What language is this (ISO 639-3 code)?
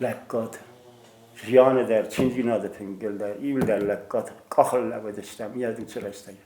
oss